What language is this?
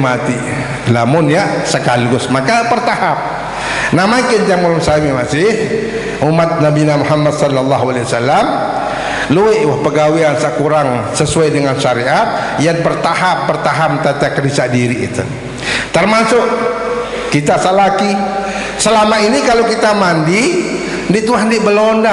Sasak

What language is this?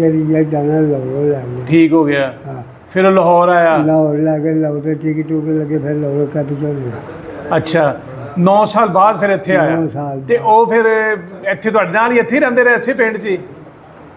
Punjabi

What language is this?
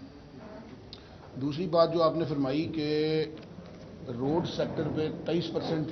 Urdu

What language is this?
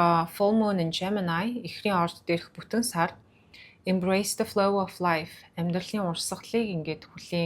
Mongolian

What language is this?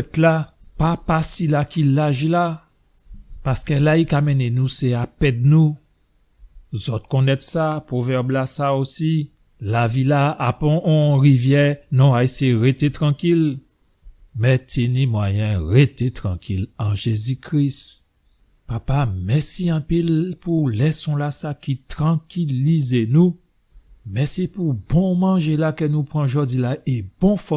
Guadeloupean Creole French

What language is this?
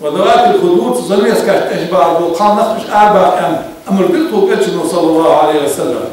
Ingush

